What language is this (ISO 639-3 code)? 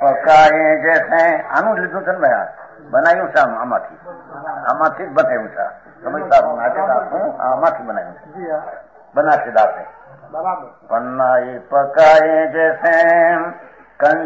guj